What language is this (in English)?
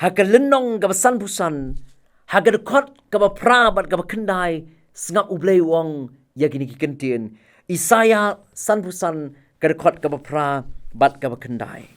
Khasi